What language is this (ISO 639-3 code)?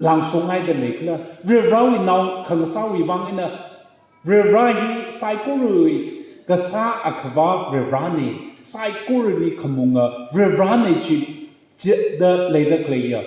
nmf